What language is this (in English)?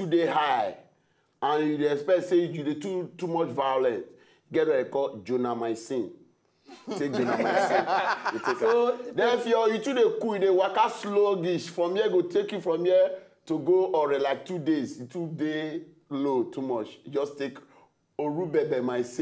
Nigerian Pidgin